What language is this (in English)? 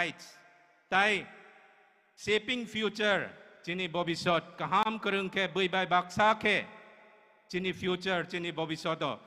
Kok Borok